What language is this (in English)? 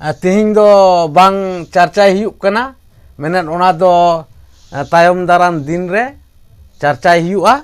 Santali